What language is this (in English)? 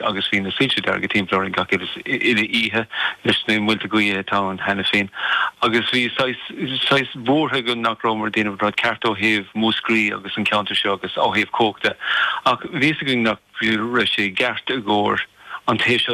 Irish